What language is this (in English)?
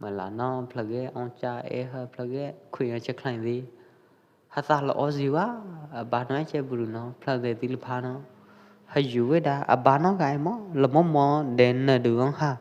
Pwo Eastern Karen